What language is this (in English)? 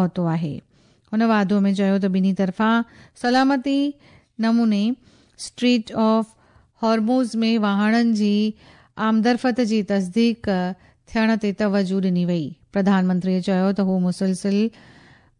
Sindhi